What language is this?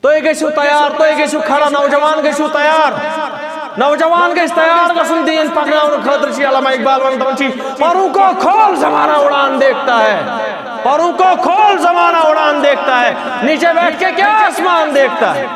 Kashmiri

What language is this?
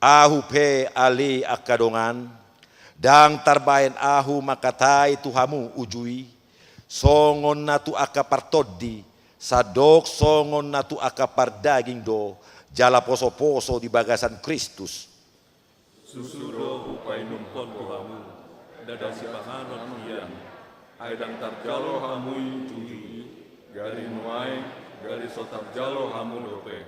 Batak Toba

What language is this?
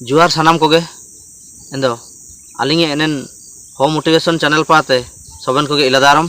Ho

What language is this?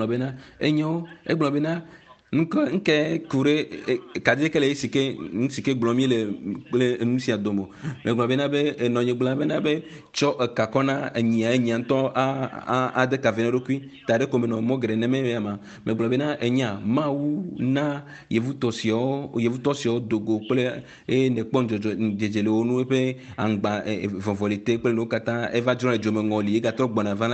Ewe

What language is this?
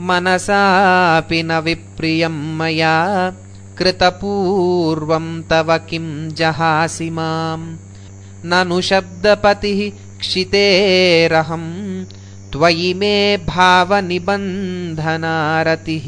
Sanskrit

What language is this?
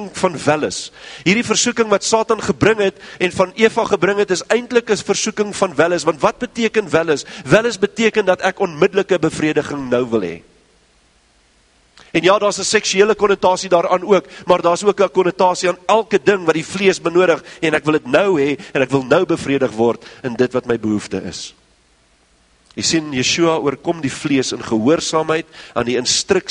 Afrikaans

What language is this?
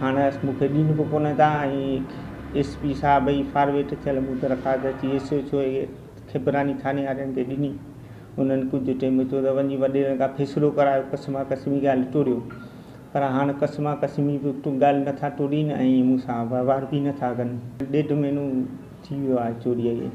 Sindhi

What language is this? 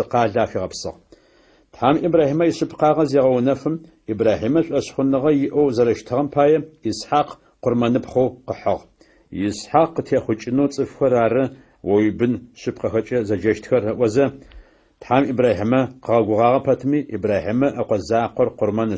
Adyghe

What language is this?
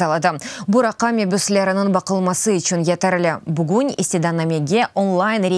Crimean Tatar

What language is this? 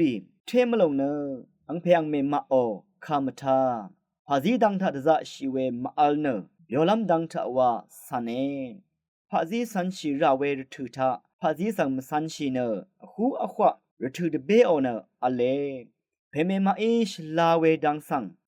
Rawang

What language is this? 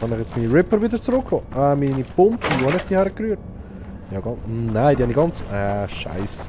Swiss German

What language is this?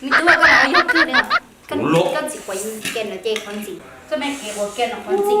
Hmong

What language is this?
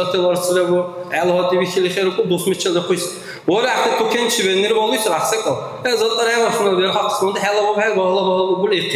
Dargwa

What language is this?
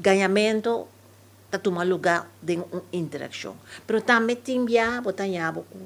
Papiamento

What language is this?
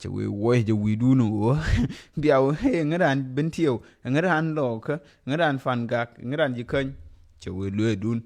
Nuer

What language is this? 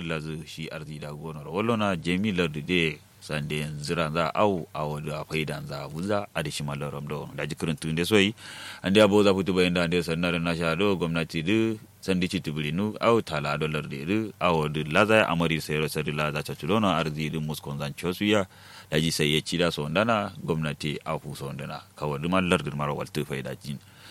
Kanuri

